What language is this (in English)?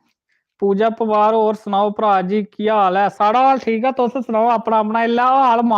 Dogri